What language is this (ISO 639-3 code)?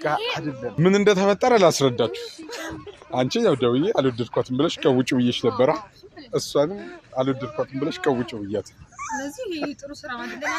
amh